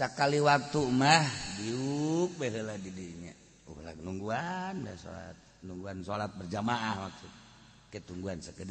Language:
Sundanese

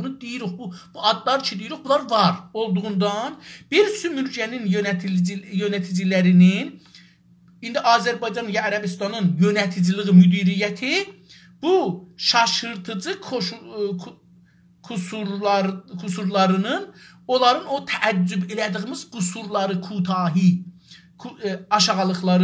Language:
South Azerbaijani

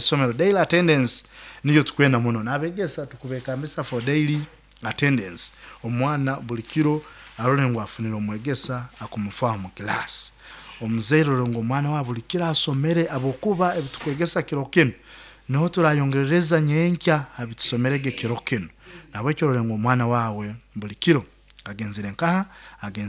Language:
Nyoro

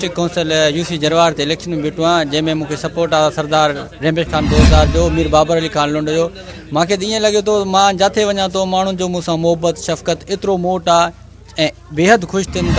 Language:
Sindhi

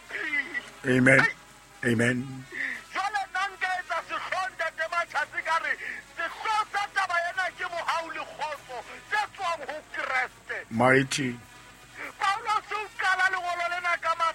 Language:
Southern Sotho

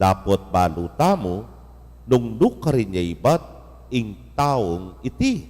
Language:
Pampanga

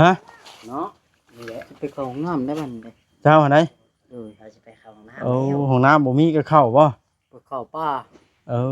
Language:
Northeastern Thai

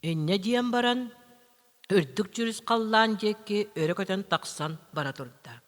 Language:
Yakut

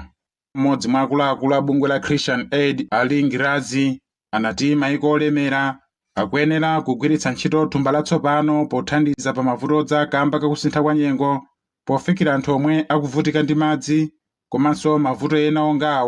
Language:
Nyanja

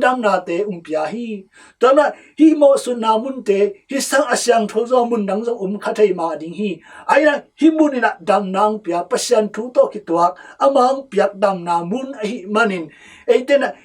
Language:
Tedim Chin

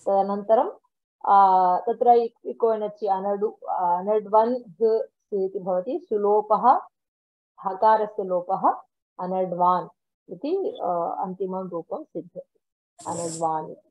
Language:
Sanskrit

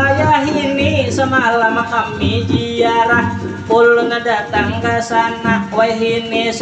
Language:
Banjar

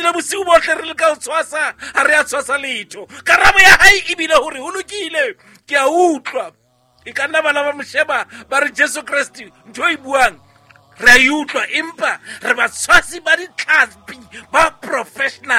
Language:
Southern Sotho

